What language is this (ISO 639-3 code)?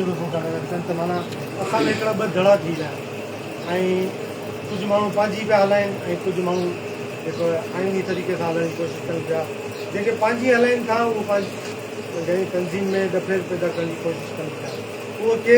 snd